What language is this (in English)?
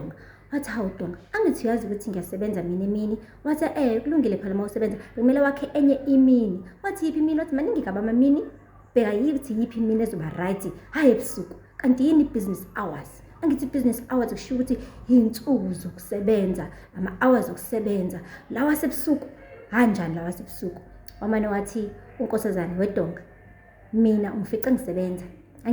Zulu